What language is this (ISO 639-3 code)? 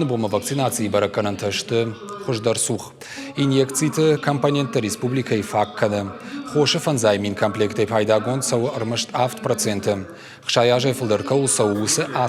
oss